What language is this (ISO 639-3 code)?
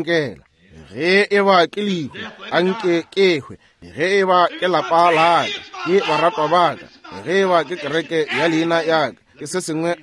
nso